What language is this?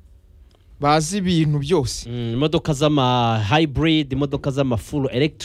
Kinyarwanda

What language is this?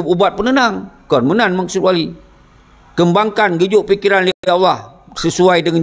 Achinese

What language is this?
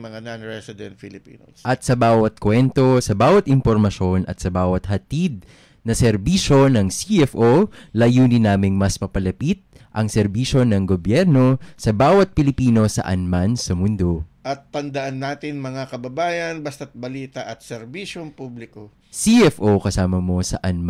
Filipino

